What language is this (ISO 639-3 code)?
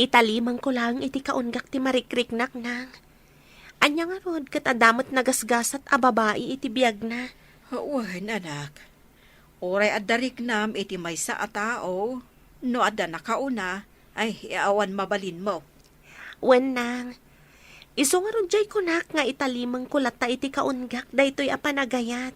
ilo